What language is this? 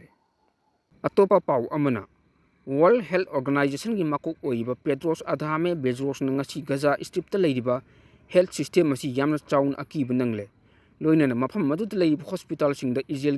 Manipuri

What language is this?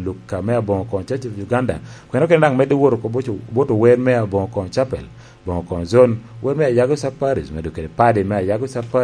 Lango (Uganda)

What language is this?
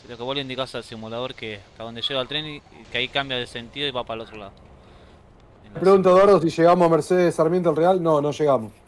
Spanish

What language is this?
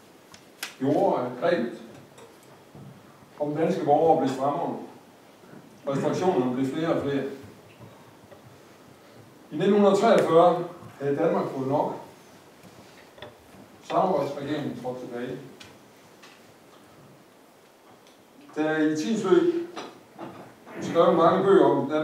Danish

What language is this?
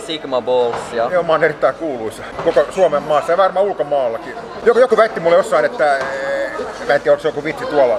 Finnish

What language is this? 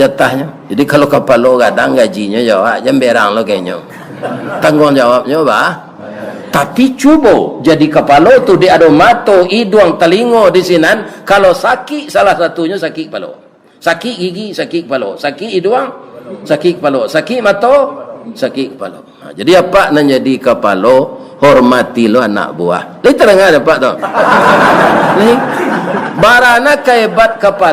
Minangkabau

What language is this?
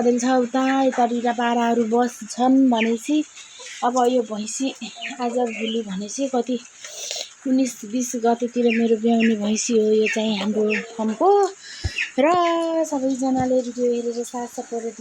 Nepali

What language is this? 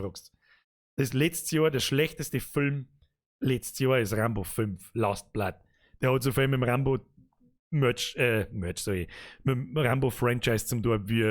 Bavarian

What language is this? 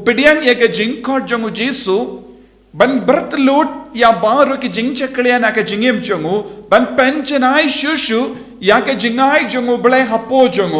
Khasi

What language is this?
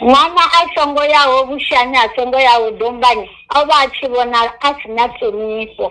Venda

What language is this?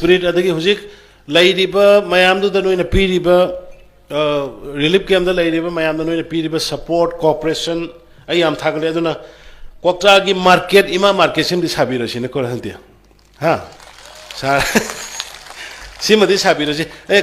Manipuri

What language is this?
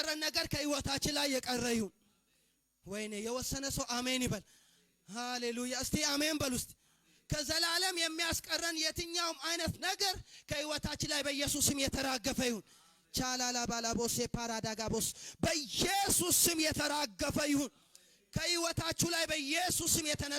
Amharic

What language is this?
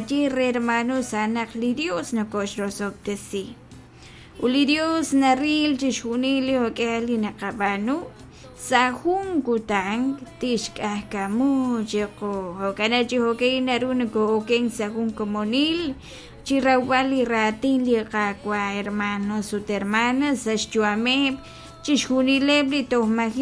Kekchí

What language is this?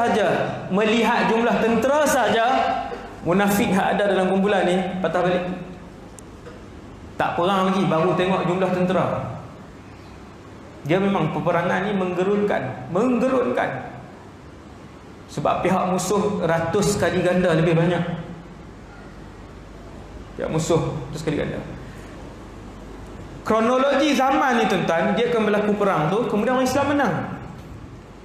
Malay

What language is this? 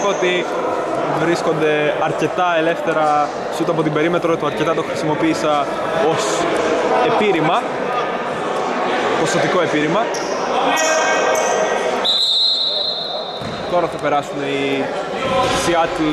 Greek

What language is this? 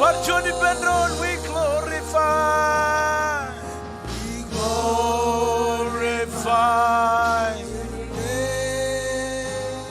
Marshallese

